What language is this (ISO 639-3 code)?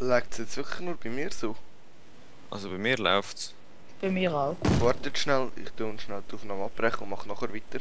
gsw